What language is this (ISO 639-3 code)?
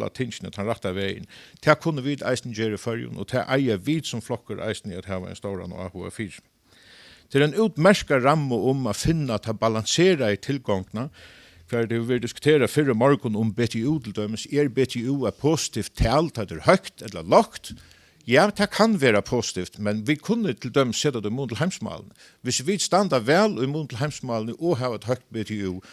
fao